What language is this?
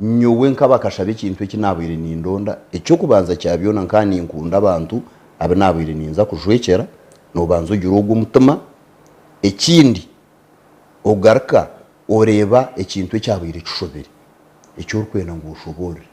Nyankole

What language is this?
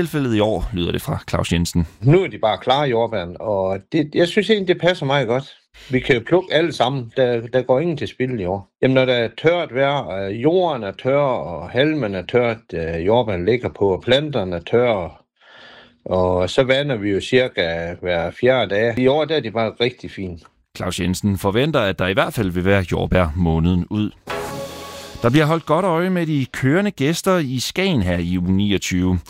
Danish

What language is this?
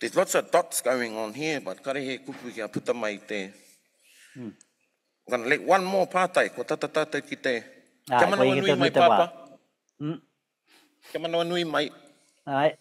Māori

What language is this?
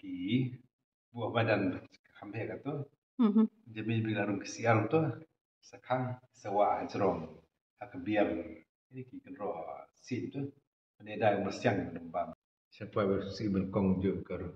Khasi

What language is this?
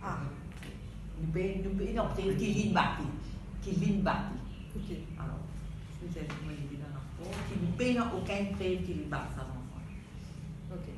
Morisyen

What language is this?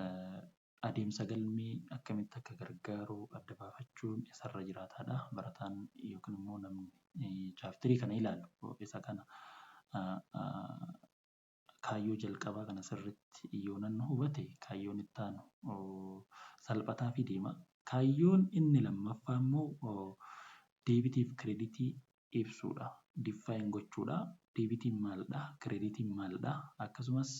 Oromo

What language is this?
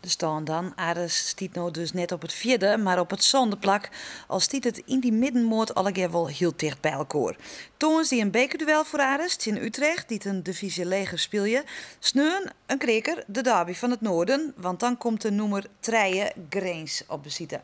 Western Frisian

